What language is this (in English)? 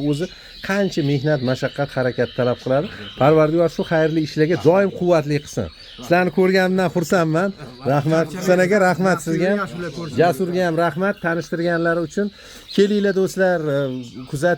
Uzbek